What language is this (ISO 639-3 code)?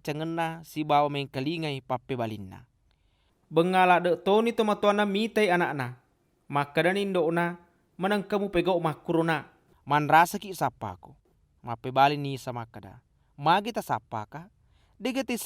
bug